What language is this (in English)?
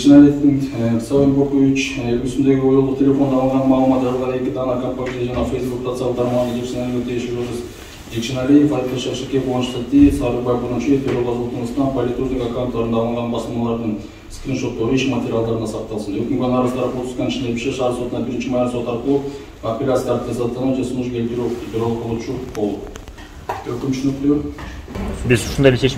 Kyrgyz